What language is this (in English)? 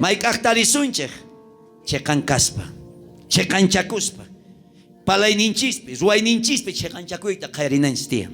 South Bolivian Quechua